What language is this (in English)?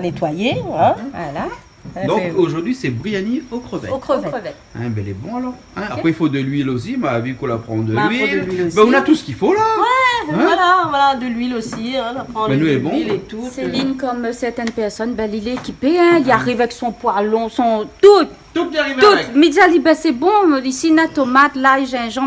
Réunion Creole French